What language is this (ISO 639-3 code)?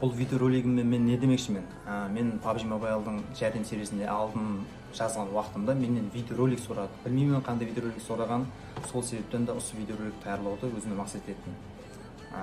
kaa